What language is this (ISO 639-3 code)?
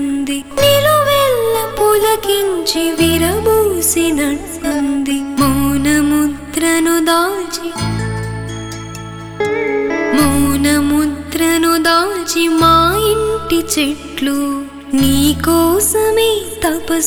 tel